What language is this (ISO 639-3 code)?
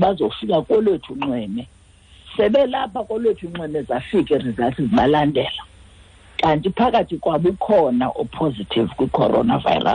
xho